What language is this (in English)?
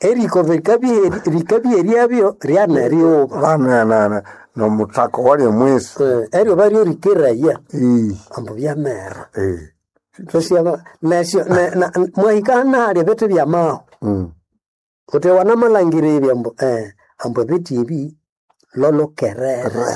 Nande